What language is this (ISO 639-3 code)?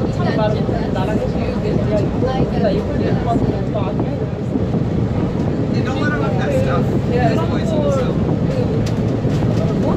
kor